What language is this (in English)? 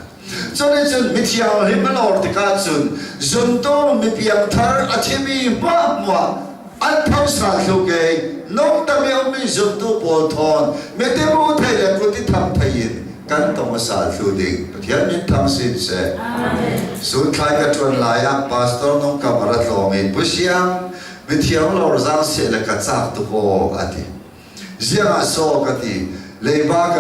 Hakha Chin